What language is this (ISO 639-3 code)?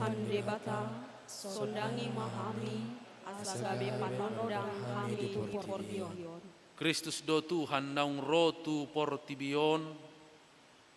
bbc